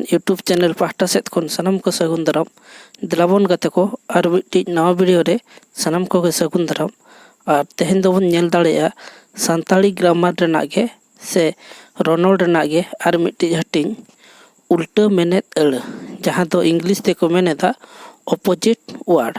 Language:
Santali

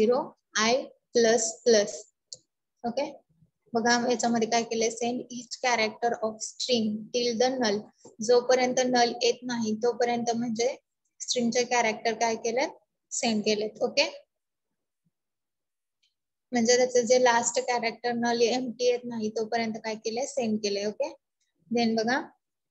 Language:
Marathi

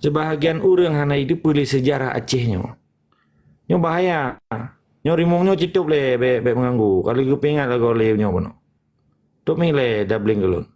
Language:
Achinese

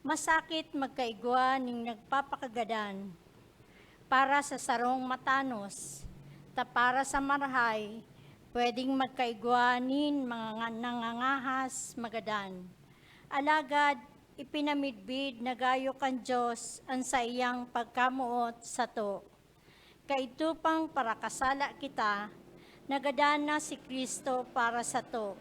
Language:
Bikol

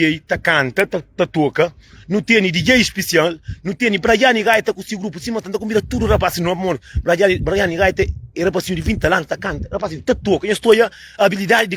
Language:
Kabuverdianu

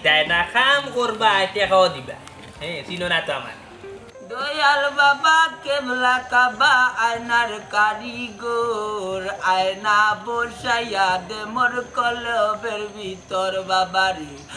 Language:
Sylheti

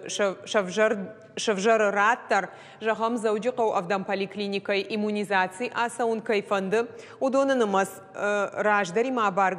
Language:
Ossetic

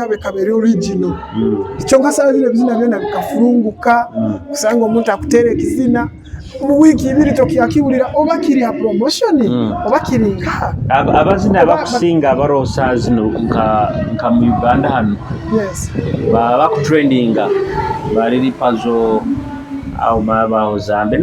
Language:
Nyoro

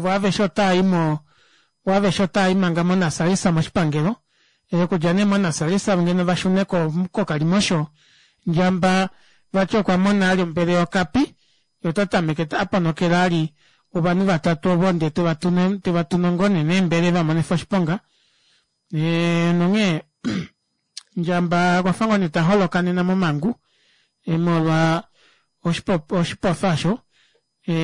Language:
Kuanyama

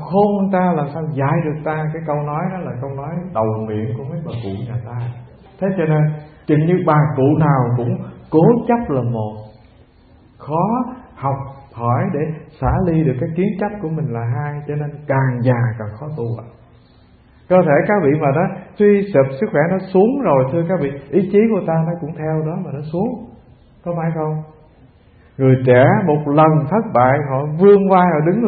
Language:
Vietnamese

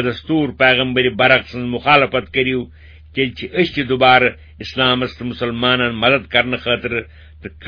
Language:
Kashmiri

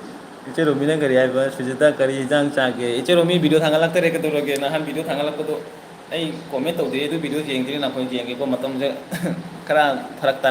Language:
Manipuri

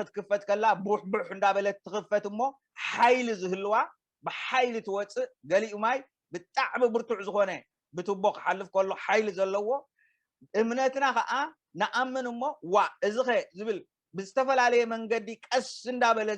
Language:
Tigrinya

